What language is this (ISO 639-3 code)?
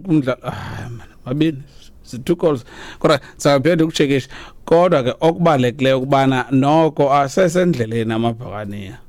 xho